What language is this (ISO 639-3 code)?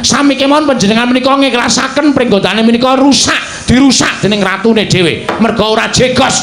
jav